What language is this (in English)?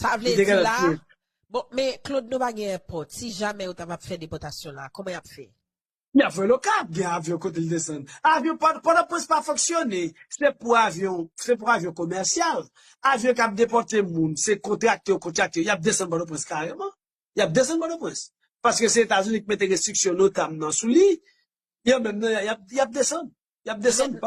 Haitian Creole